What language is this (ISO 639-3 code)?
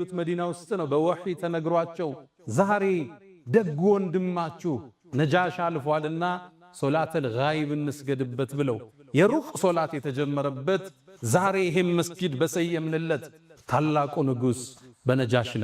amh